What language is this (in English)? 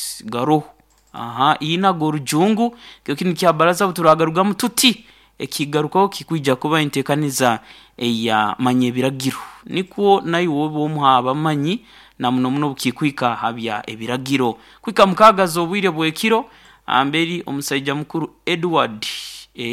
Nyoro